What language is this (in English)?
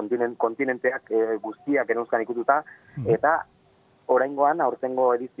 Basque